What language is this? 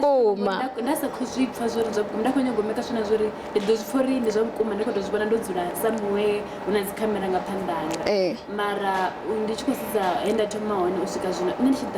Venda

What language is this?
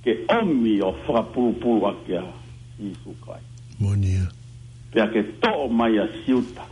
Tongan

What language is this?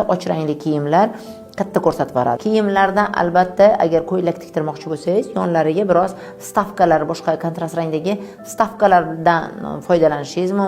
Uzbek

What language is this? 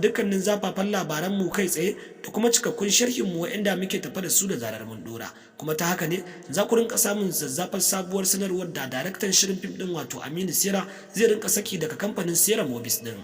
Hausa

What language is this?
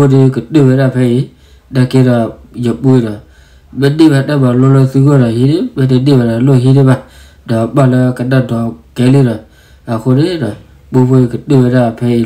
S'gaw Karen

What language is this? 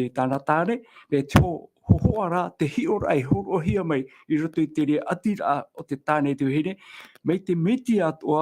Tahitian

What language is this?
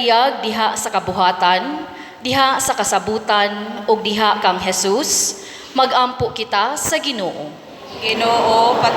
Cebuano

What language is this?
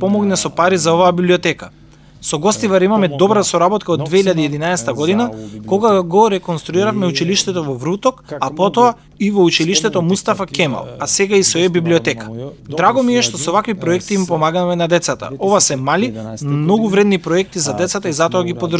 Macedonian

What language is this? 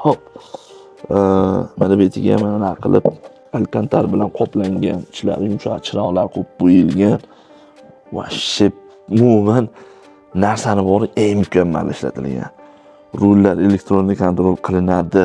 Uzbek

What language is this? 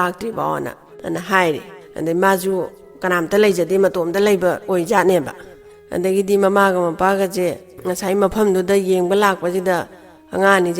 Manipuri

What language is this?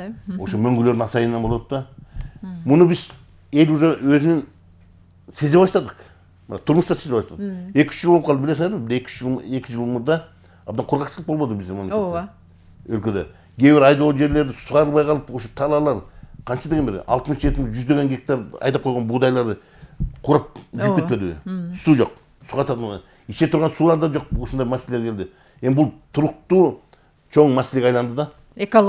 Kyrgyz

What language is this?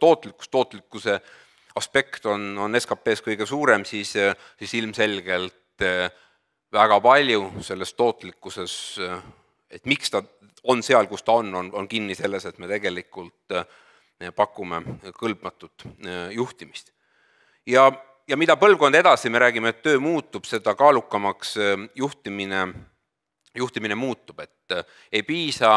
Estonian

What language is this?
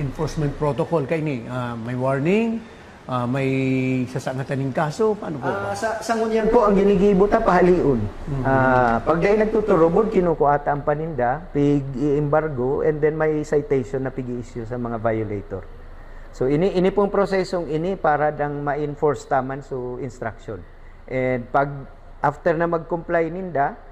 Bikol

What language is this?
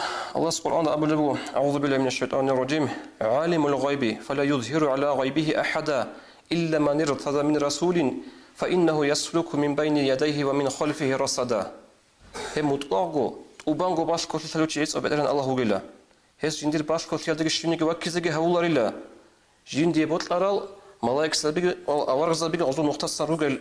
Avaric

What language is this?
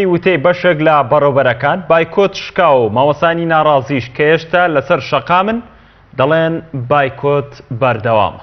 Central Kurdish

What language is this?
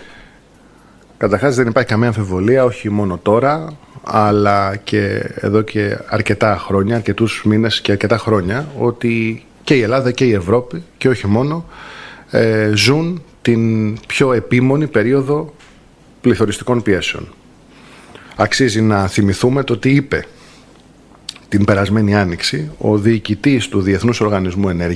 Greek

